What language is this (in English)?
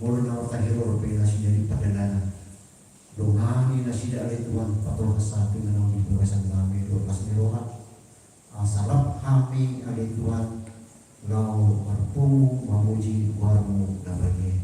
Batak Toba